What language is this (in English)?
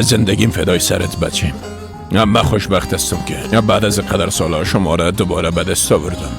Persian